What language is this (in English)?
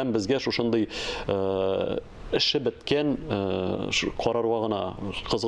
Tatar